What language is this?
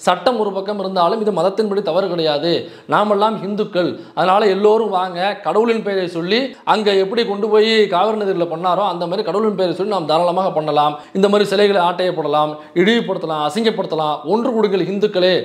Tamil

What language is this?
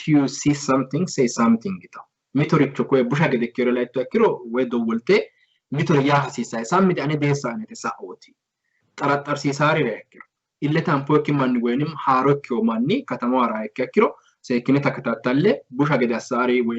Sidamo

